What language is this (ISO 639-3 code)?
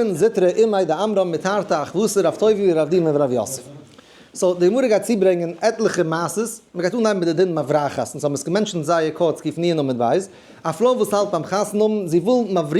yid